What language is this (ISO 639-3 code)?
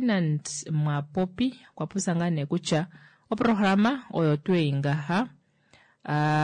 kua